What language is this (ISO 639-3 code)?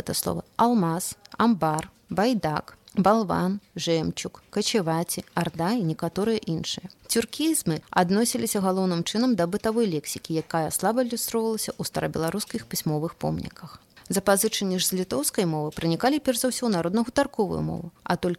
bel